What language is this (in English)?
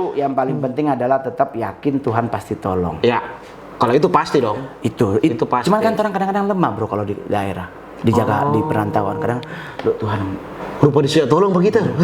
Manado Malay